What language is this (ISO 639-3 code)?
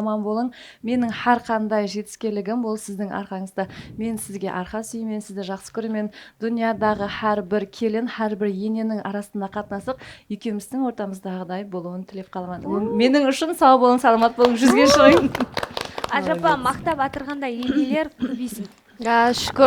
kaa